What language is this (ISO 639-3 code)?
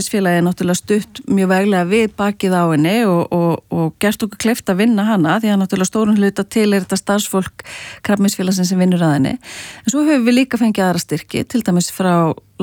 isl